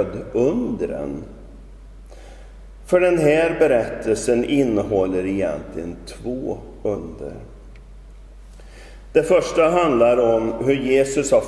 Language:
Swedish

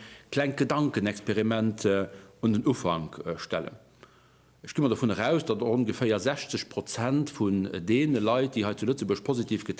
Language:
Luxembourgish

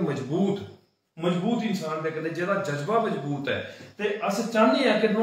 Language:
Dogri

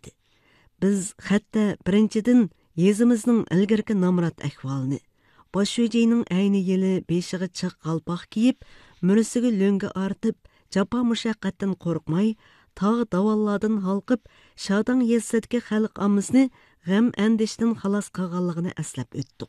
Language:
Uyghur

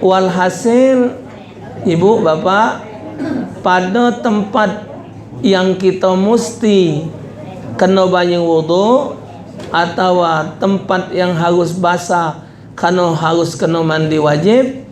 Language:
Musi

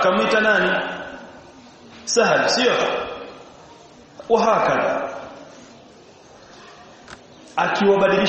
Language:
Swahili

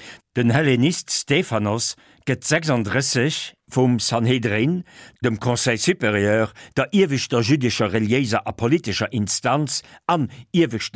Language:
Luxembourgish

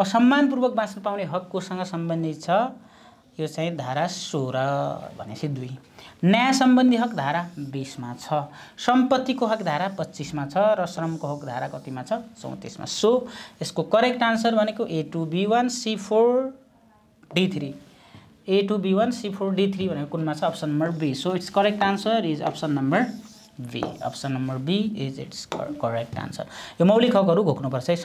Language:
Nepali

